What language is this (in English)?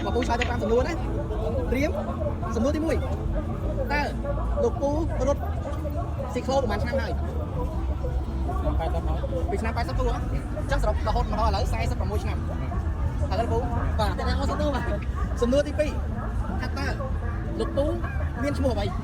Khmer